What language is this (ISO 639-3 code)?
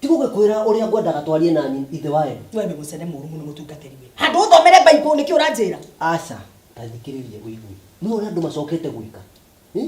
kik